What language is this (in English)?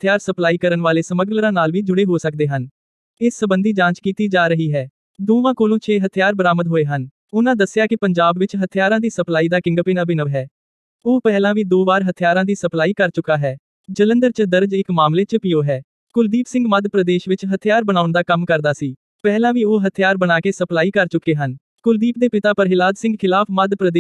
Punjabi